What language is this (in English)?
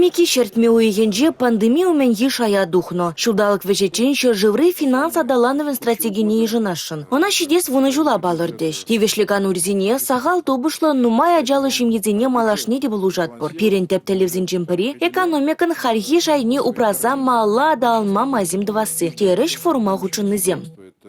Chuvash